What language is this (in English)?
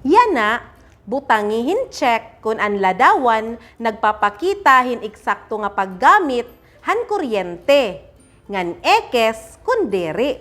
Waray